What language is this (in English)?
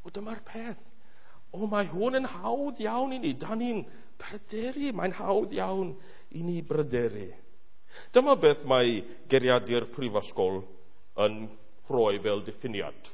Welsh